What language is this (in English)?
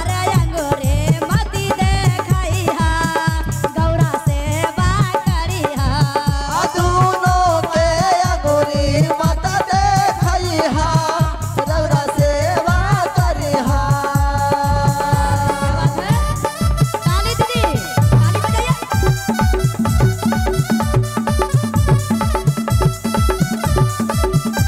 Bhojpuri